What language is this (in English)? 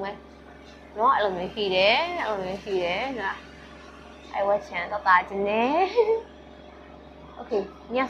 Burmese